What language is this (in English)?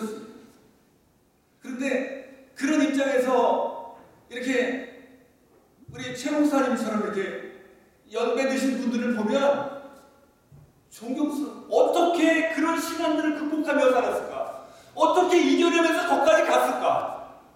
Korean